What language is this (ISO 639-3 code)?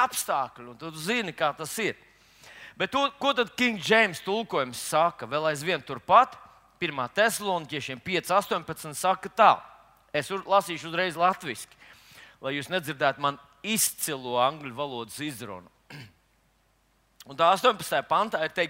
lav